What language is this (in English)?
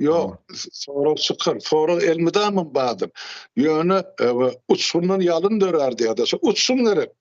Turkmen